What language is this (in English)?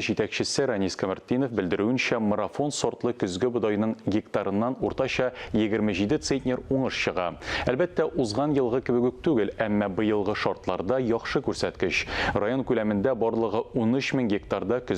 Tatar